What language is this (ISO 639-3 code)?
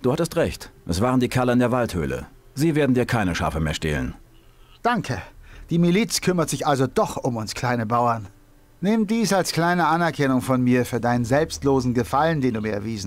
bar